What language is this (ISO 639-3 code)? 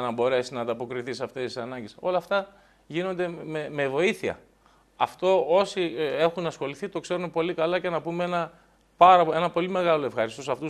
ell